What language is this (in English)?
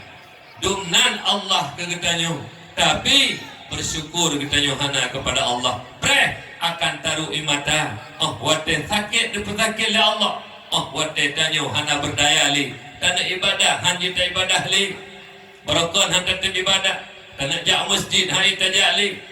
Achinese